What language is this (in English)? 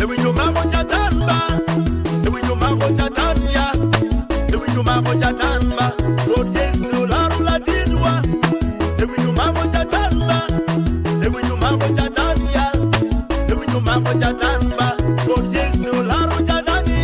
Acoli